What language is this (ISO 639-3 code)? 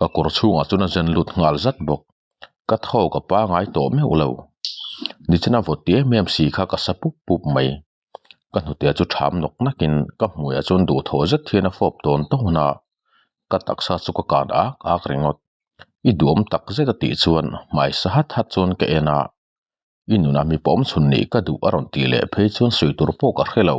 lus